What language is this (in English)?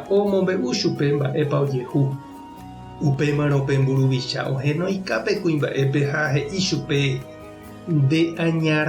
Guarani